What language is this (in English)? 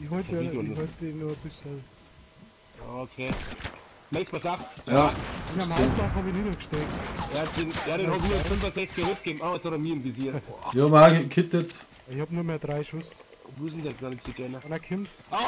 Bavarian